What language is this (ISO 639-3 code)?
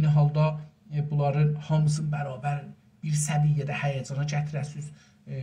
azb